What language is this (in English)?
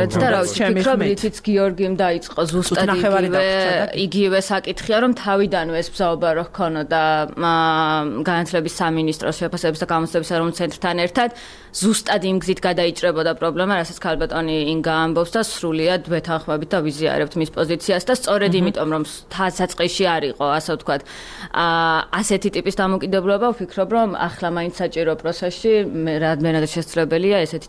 Georgian